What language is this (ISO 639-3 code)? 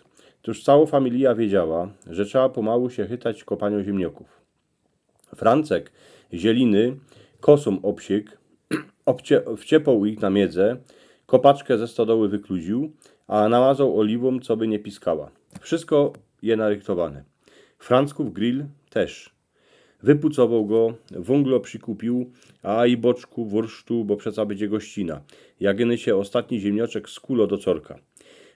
szl